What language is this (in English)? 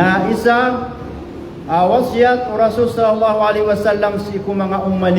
Maranao